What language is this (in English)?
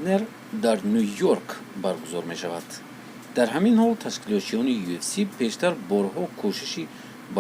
Tajik